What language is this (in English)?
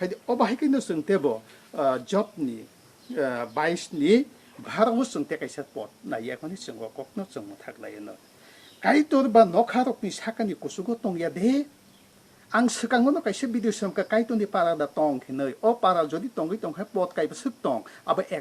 Kok Borok